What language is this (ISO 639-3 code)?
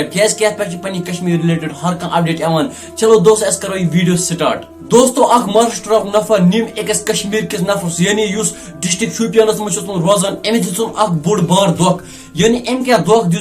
kas